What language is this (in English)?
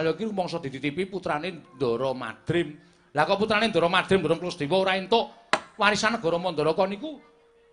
Javanese